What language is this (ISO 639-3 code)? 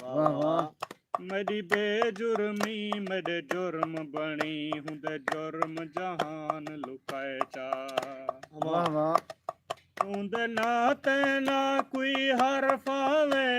skr